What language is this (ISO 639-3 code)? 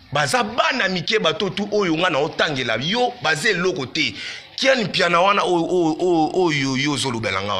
lin